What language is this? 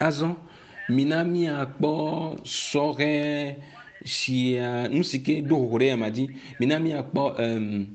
Ewe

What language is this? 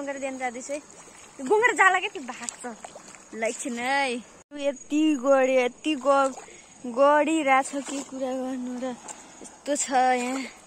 Nepali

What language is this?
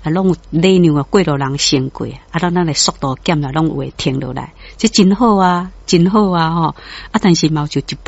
Min Nan Chinese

